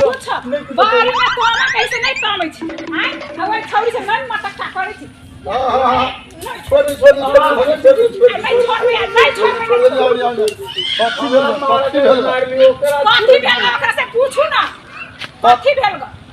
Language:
Maithili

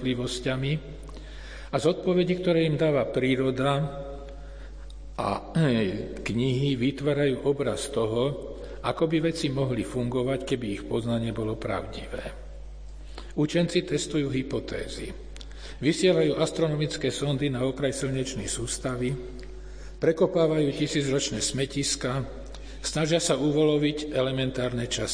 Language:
Slovak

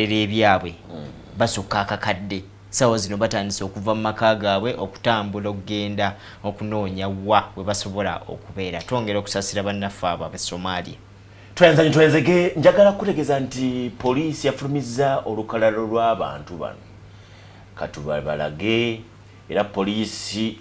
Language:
Ganda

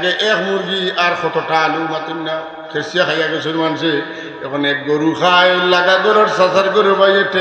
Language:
Sylheti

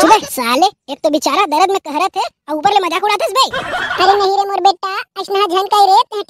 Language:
Chhattisgarhi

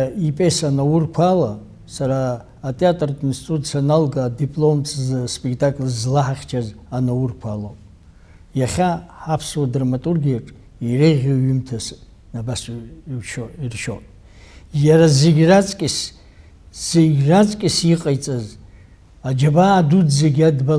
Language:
Abkhazian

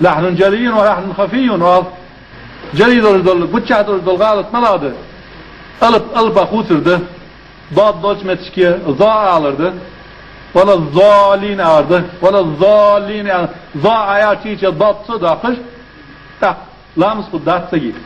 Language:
Ingush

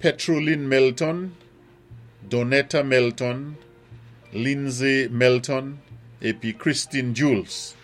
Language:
Saint Lucian Creole French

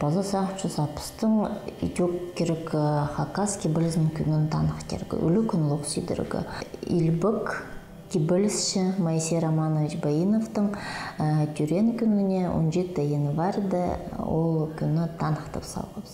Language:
Khakas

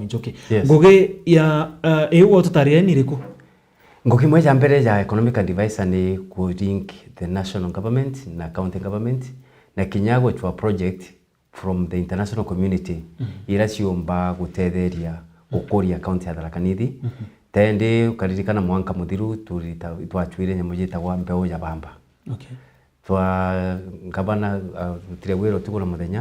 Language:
Meru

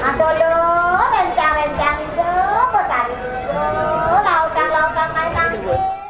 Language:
Balinese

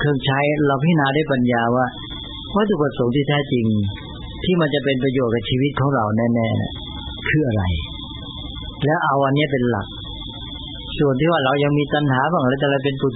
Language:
Thai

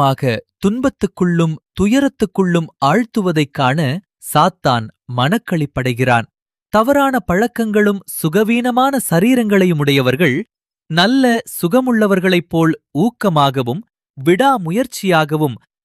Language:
Tamil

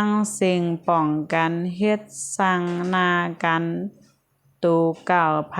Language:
Shan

